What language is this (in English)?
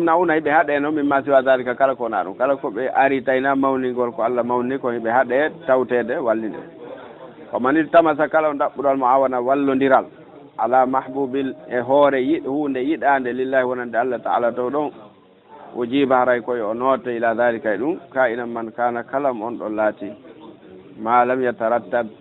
Fula